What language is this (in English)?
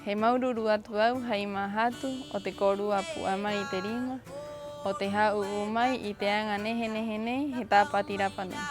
Rapanui